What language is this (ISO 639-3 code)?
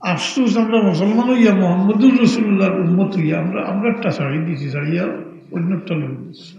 syl